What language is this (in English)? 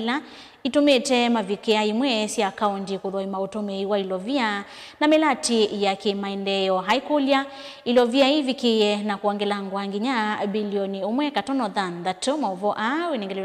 Kamba